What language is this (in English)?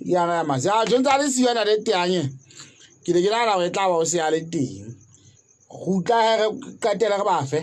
Southern Sotho